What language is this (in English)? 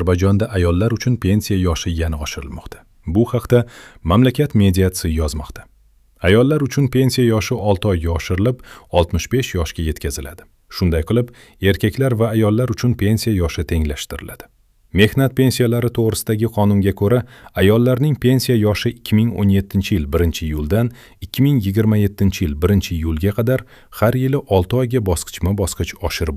Uzbek